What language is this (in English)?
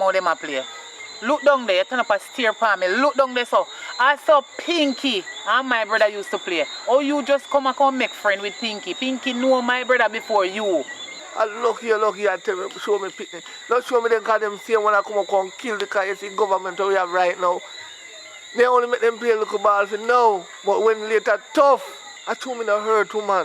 Jamaican Creole English